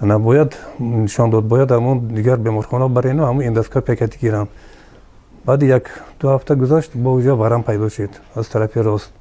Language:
Tajik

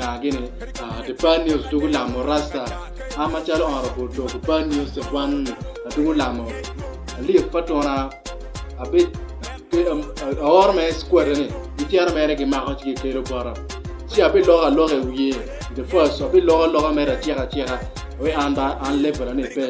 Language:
Acoli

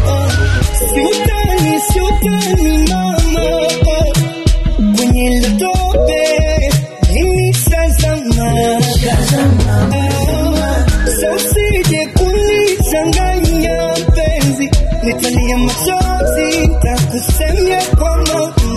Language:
Swahili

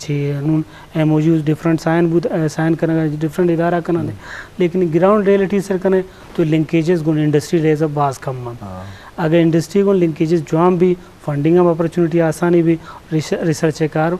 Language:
Eastern Balochi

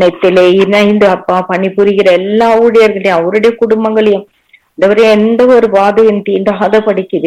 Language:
Tamil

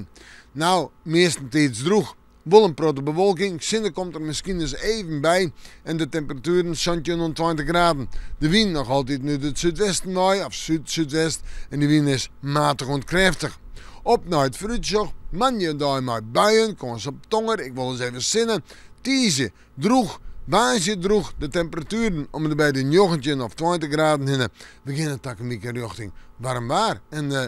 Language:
Western Frisian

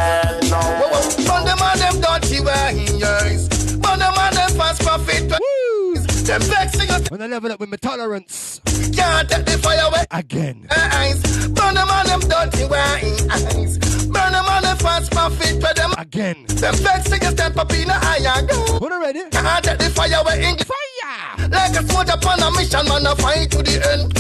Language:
Jamaican Creole English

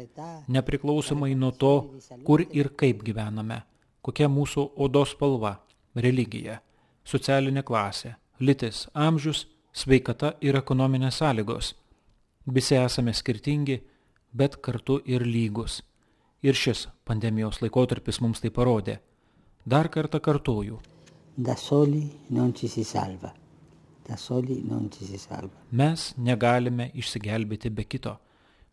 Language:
Lithuanian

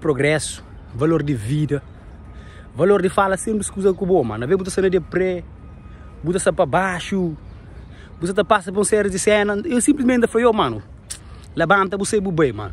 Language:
Kabuverdianu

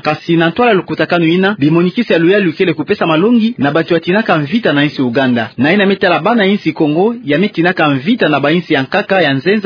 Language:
Kituba (Democratic Republic of Congo)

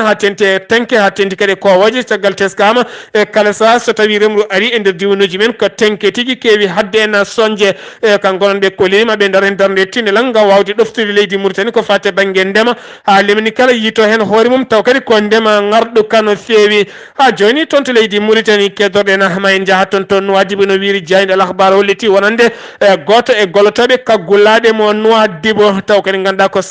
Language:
Fula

